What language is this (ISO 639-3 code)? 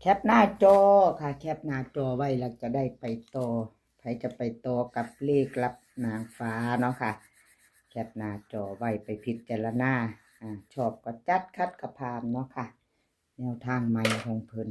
tts